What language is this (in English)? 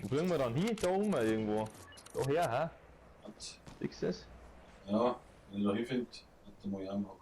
Bavarian